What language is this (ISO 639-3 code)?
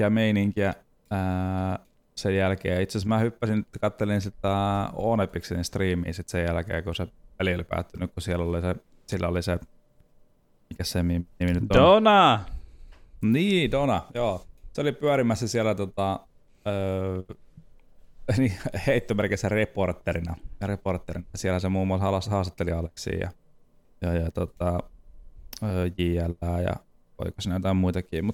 fin